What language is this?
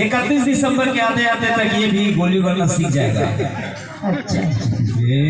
Chhattisgarhi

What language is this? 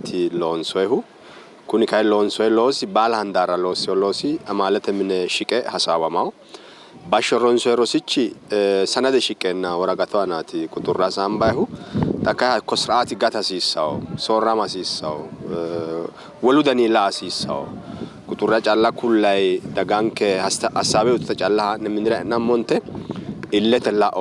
Sidamo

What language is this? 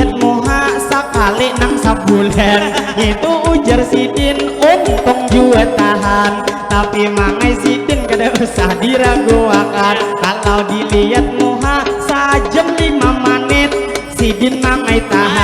Banjar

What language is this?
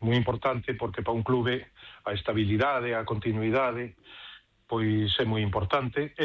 Galician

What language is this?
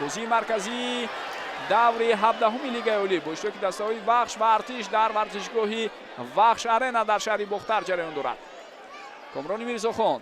Tajik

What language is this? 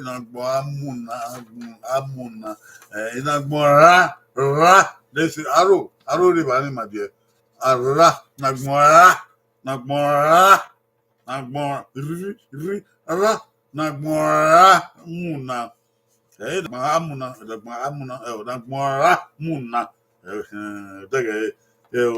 Bini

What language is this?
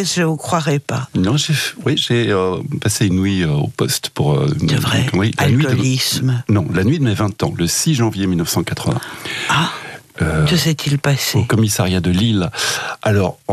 French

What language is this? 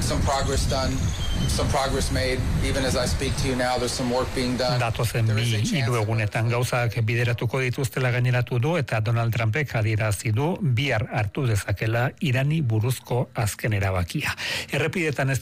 Basque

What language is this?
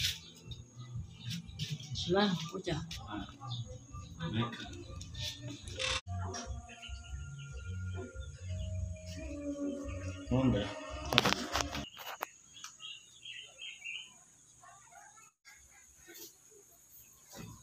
Vietnamese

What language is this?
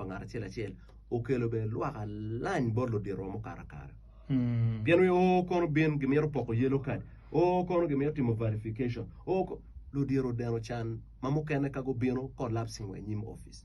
Acoli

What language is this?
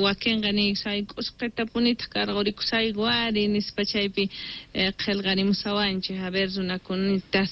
South Bolivian Quechua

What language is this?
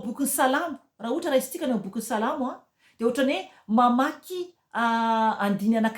Malagasy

